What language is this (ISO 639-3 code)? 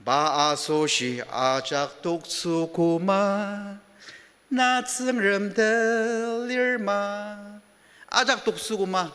njo